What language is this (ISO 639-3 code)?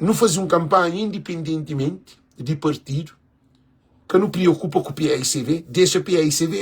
kea